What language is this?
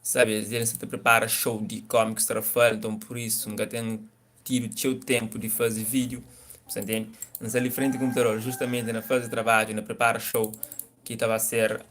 Kabuverdianu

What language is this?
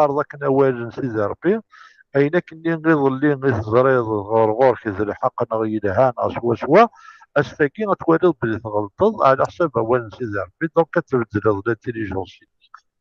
Kabyle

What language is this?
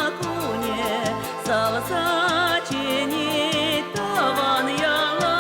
Chuvash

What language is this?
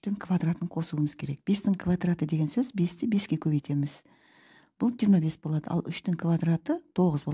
Kazakh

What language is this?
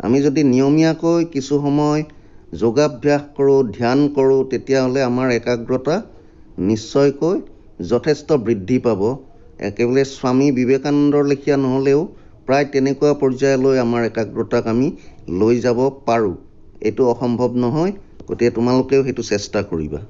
Assamese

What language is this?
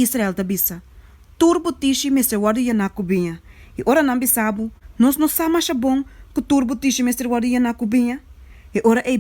Papiamento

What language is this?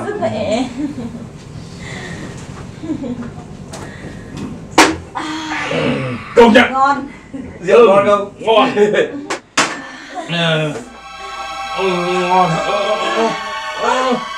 Vietnamese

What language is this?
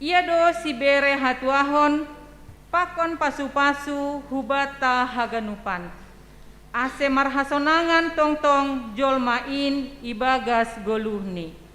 Batak Simalungun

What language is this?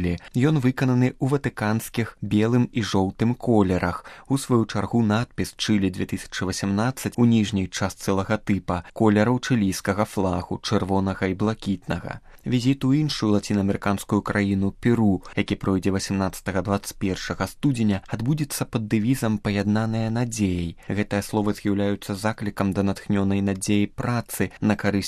Belarusian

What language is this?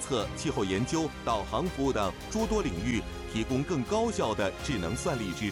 Chinese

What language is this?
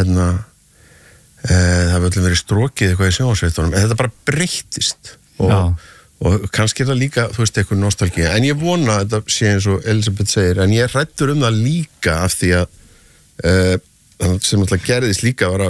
Icelandic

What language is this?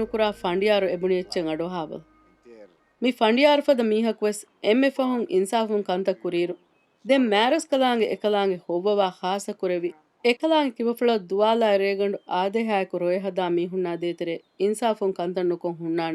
Divehi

